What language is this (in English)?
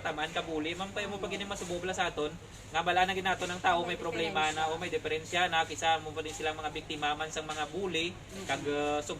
Hiligaynon